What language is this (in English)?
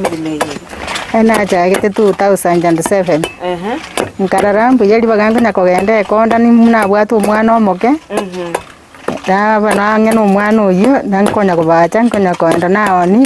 Gusii